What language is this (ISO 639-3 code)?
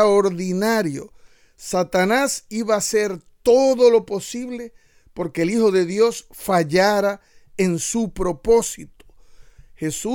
spa